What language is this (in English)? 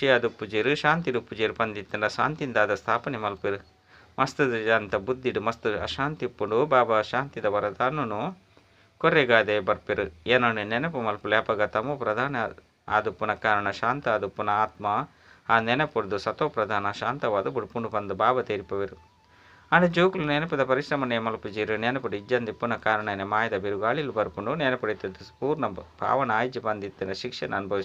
Tulu